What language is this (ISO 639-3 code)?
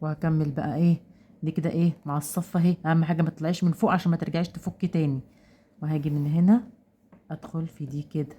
arz